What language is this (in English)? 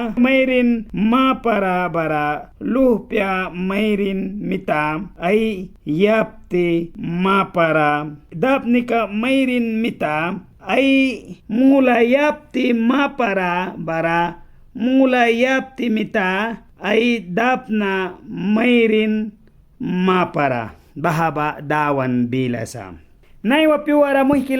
Mískito